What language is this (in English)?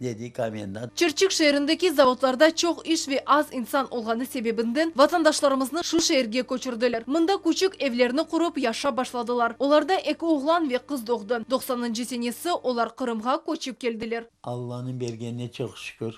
Crimean Tatar